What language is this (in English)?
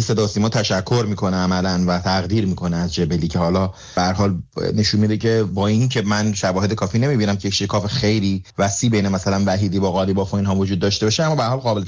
Persian